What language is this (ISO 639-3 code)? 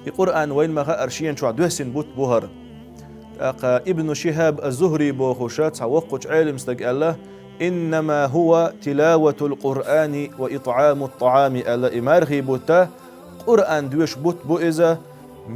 che